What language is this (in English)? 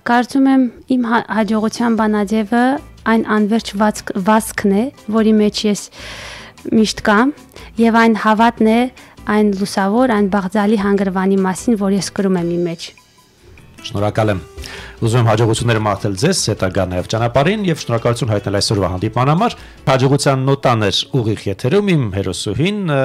Armenian